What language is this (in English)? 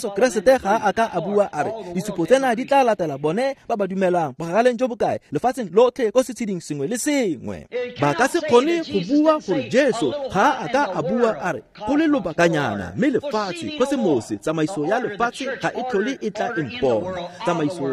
Tswana